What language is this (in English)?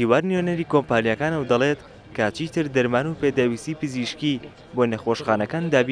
Central Kurdish